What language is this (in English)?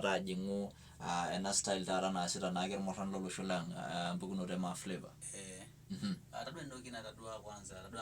Masai